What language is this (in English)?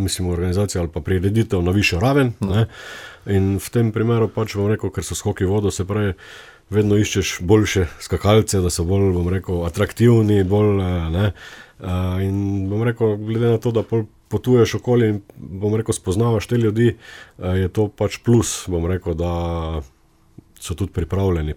Slovenian